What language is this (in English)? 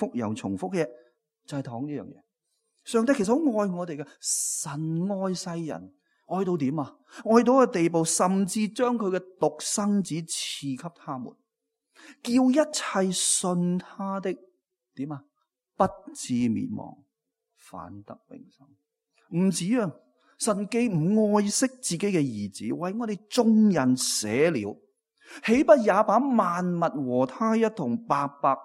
Cantonese